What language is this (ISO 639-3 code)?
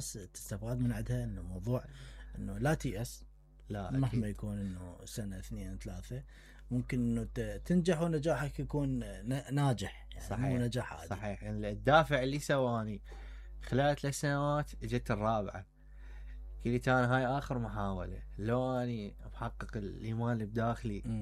acm